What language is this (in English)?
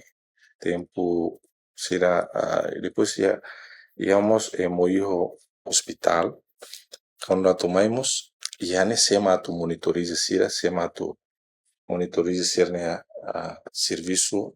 Tetum